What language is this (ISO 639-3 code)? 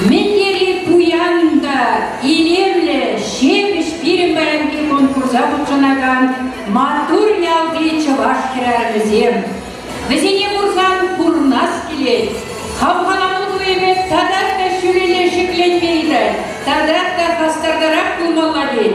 chv